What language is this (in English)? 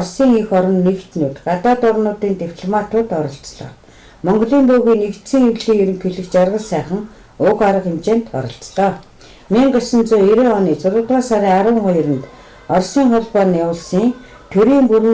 Mongolian